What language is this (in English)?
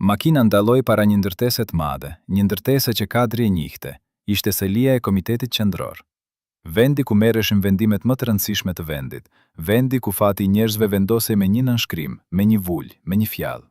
Albanian